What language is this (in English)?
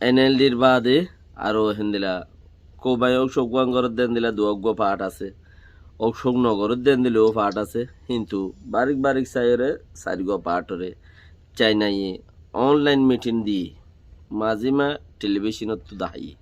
Rohingya